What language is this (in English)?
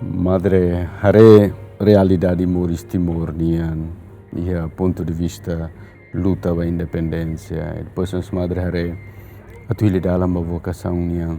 Tetum